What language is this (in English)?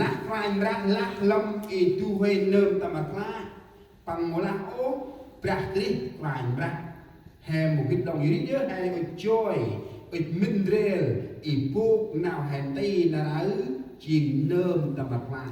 Central Mnong